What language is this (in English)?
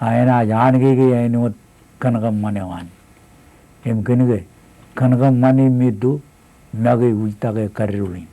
Marshallese